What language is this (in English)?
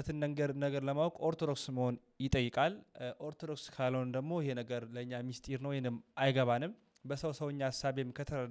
Amharic